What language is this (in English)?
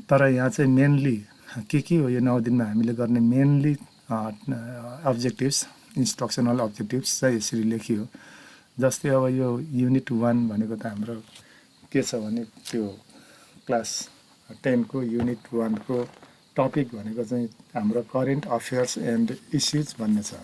Nepali